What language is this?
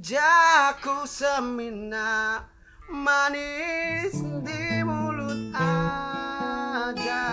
Iban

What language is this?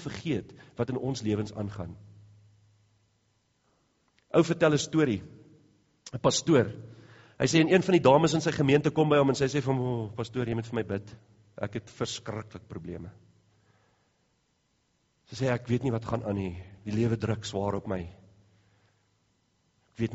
Afrikaans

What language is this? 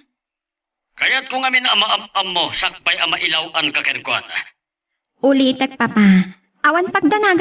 Iloko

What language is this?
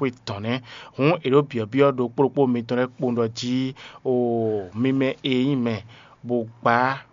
Fon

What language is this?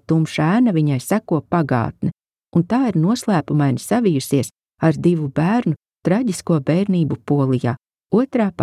Latvian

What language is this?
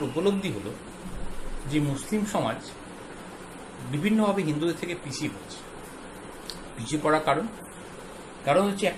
Bangla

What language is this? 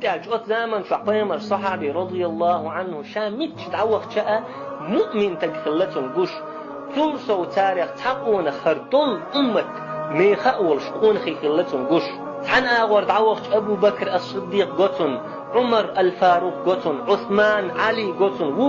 Chechen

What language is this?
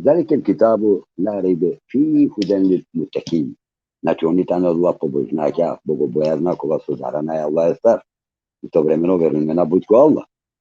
Balkan Romani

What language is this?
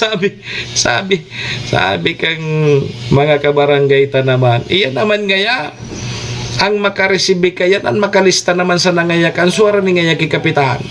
Bikol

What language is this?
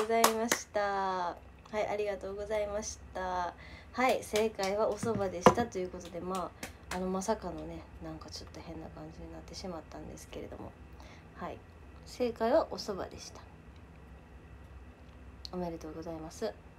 Japanese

